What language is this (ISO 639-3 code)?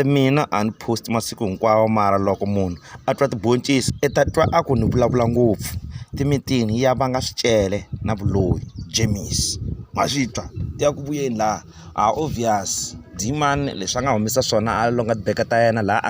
tso